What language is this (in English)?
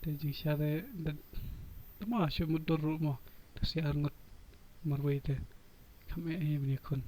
Khasi